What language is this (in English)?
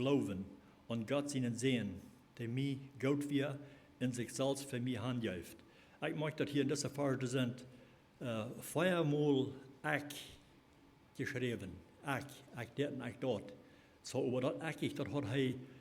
Plautdietsch